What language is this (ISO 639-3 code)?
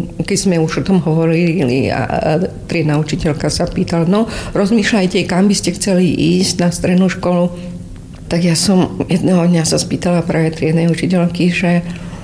slk